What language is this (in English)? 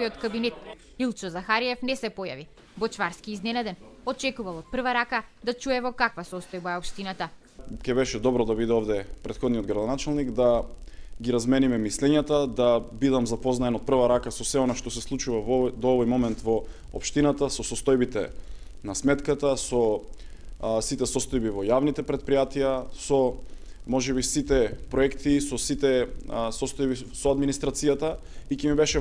Macedonian